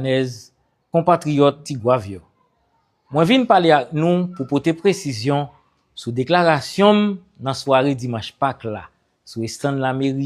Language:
Haitian Creole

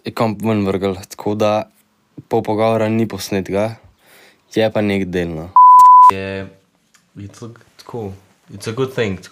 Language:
Slovenian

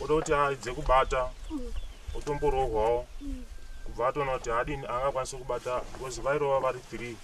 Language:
Shona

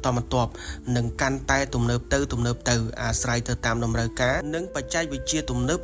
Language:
Khmer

